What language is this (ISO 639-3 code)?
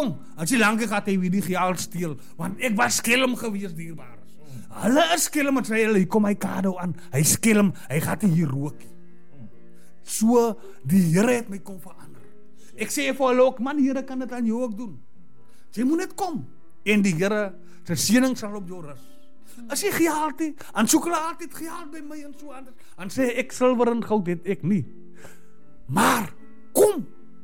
afr